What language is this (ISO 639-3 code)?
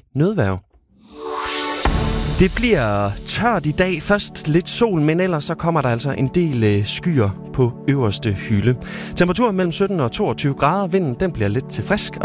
dan